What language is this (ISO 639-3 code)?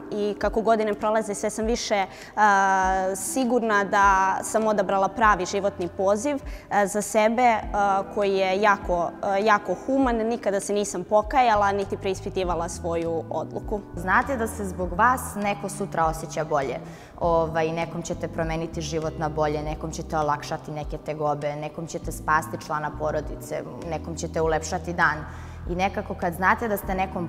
srp